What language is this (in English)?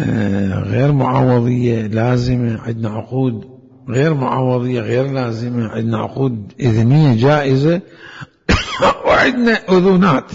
Mesopotamian Arabic